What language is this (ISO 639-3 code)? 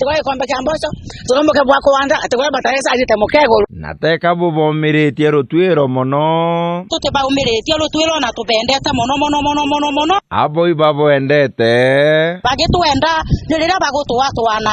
mer